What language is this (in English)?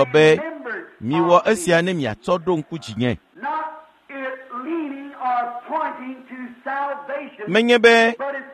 Ewe